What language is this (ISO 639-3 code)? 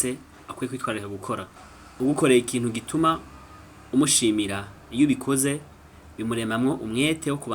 run